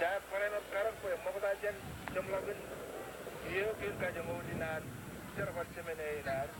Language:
Marshallese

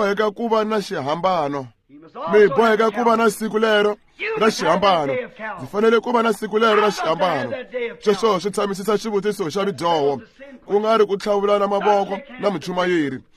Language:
Tsonga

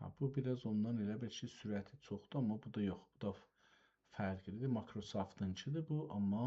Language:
South Azerbaijani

